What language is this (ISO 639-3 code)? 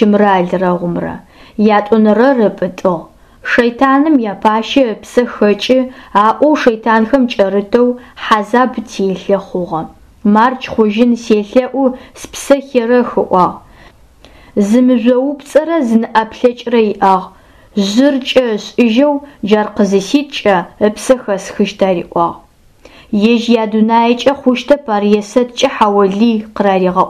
ady